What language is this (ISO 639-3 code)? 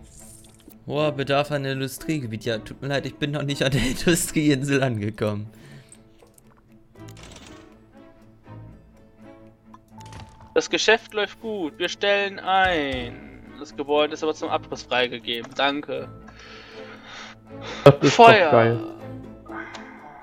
deu